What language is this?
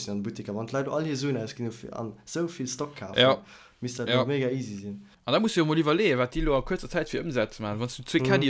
Luxembourgish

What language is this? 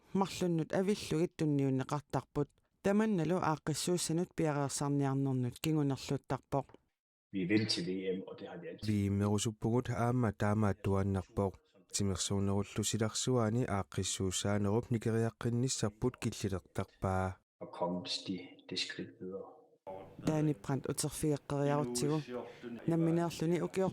Kalaallisut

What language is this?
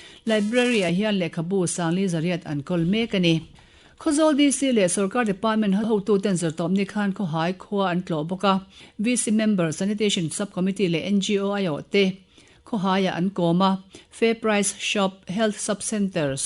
Mizo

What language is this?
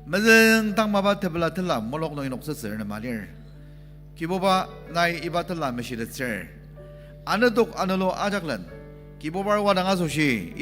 Ao Naga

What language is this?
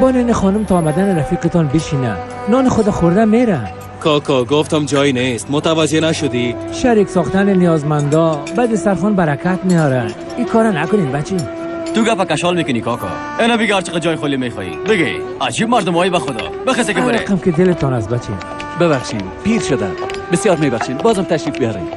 Persian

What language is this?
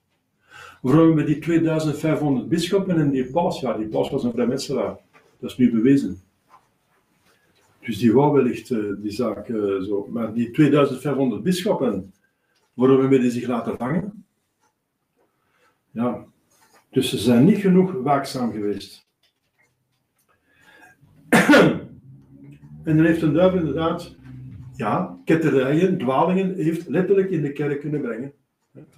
Dutch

